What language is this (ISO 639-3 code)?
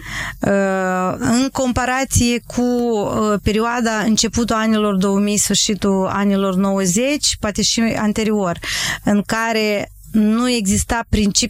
ron